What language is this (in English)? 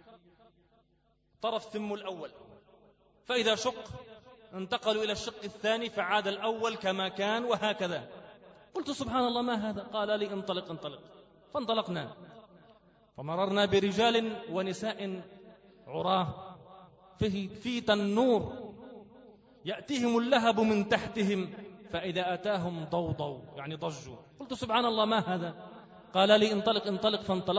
Arabic